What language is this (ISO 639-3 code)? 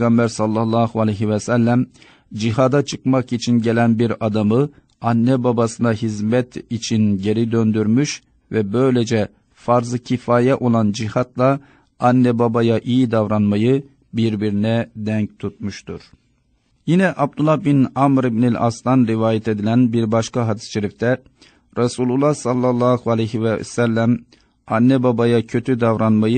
tur